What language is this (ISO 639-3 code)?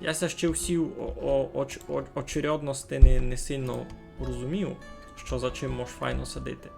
rue